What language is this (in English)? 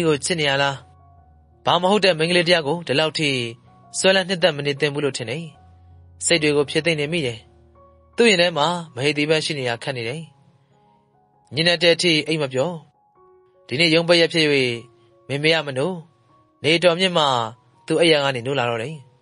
Burmese